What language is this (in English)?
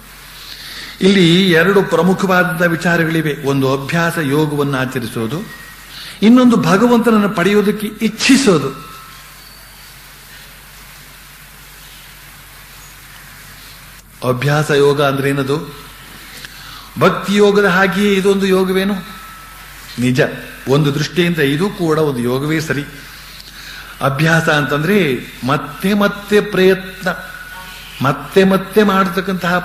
Kannada